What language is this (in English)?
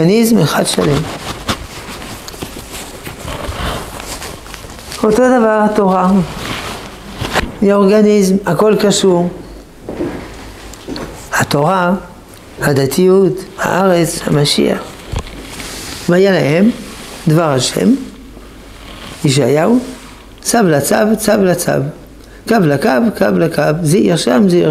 Hebrew